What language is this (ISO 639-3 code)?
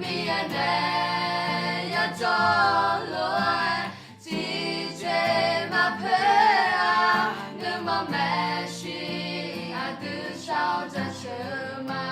ahk